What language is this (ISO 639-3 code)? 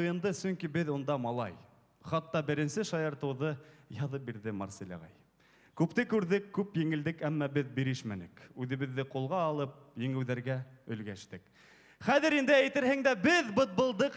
bak